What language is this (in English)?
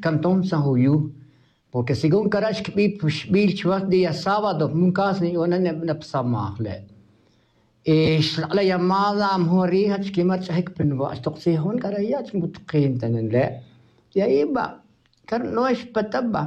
Tz'utujil